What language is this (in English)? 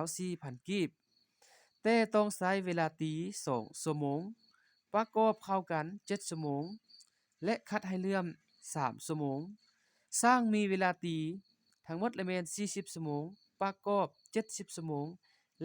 Lao